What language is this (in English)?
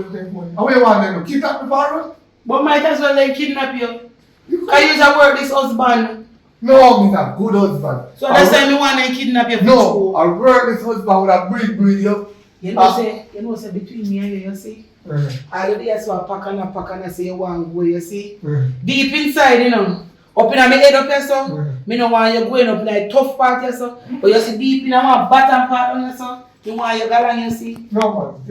Jamaican Creole English